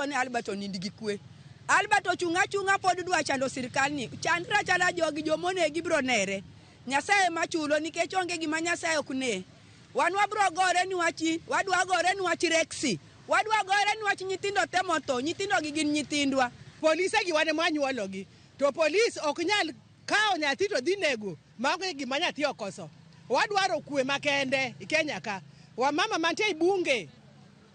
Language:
Luo (Kenya and Tanzania)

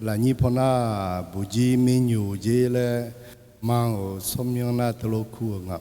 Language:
Akha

